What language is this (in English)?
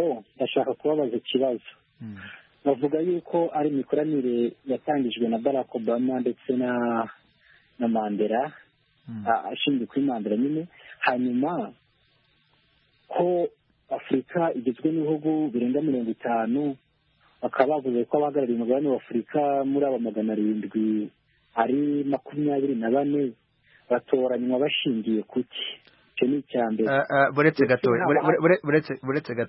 Kinyarwanda